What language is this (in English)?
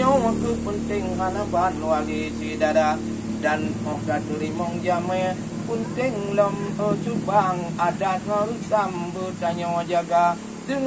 Achinese